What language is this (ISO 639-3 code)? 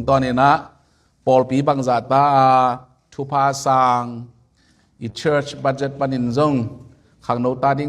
ctd